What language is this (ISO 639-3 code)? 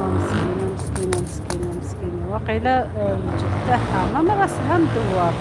arq